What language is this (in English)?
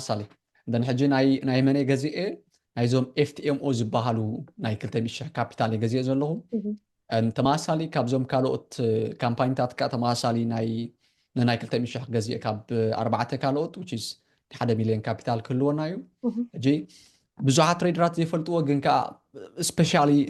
Tigrinya